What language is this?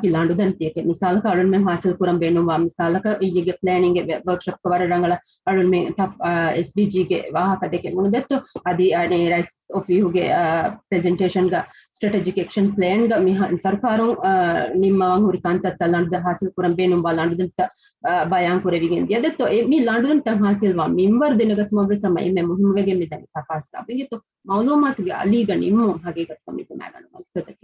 Divehi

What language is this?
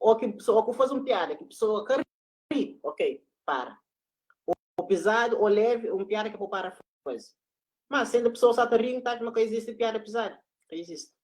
Kabuverdianu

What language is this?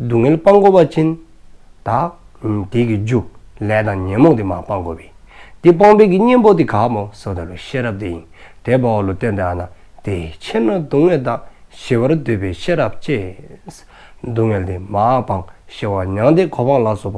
Dzongkha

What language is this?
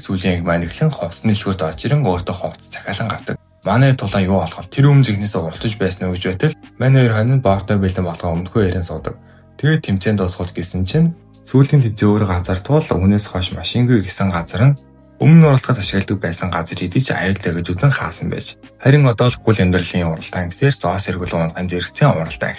Mongolian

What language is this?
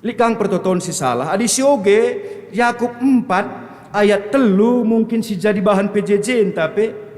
Batak Karo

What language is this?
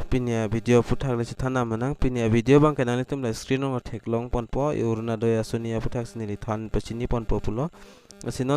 Karbi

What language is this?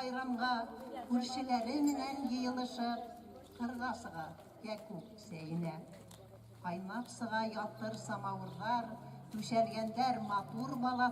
Bashkir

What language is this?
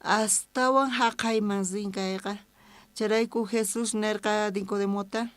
South Bolivian Quechua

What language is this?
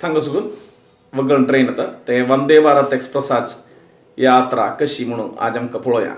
Konkani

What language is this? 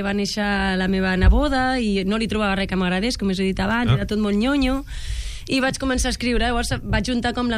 Catalan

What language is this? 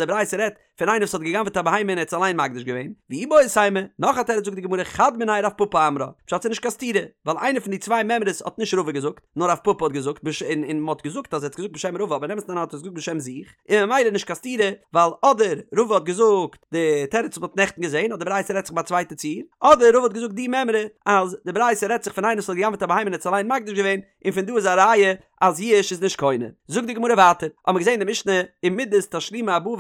Yiddish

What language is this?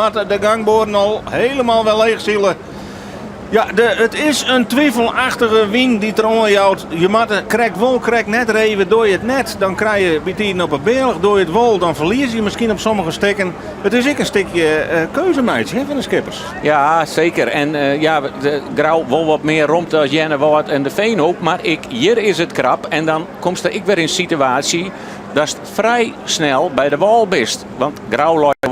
Western Frisian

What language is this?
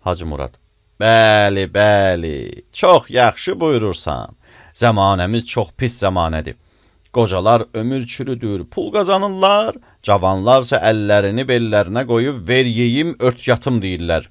Azerbaijani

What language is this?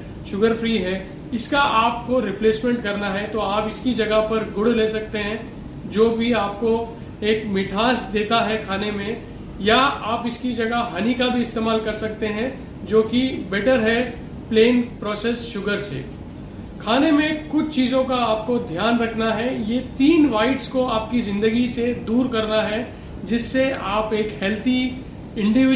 Hindi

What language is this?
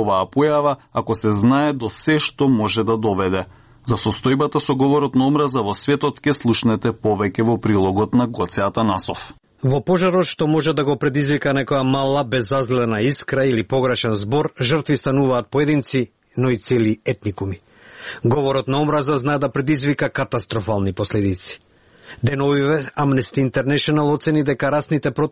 Macedonian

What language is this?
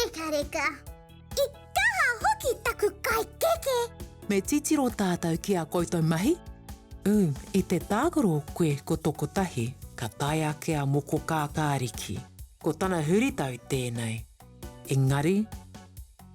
Māori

